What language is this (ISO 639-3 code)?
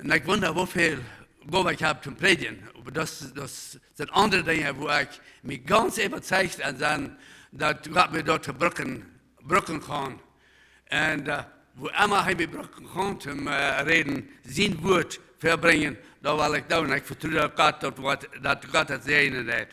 pdt